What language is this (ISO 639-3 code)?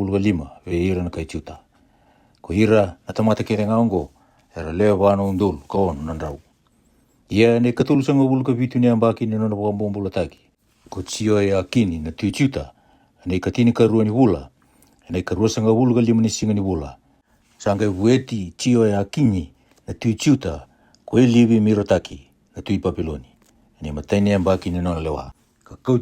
fij